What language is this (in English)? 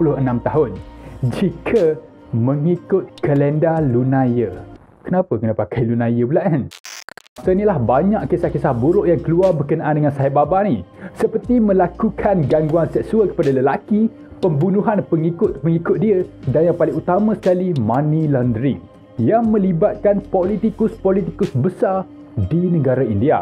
Malay